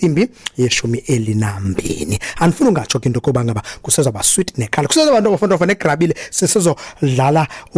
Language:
Xhosa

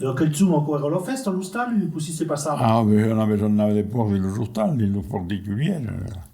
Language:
Occitan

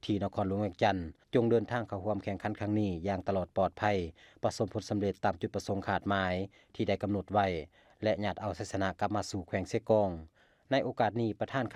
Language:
Lao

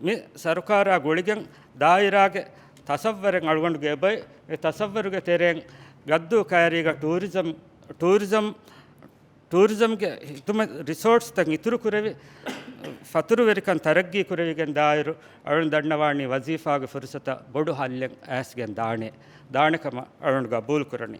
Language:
Divehi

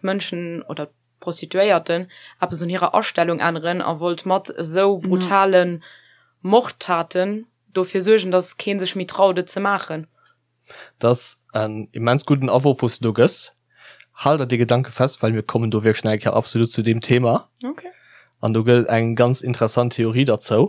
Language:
Luxembourgish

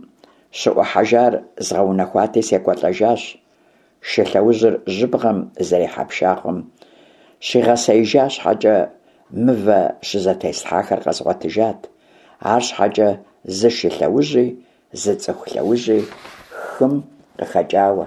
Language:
Kabardian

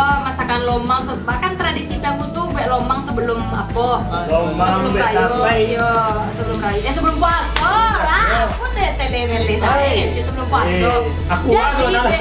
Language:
Minangkabau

